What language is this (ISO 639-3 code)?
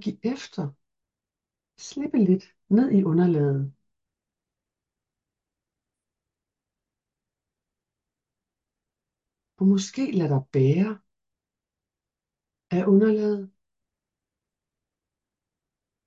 dan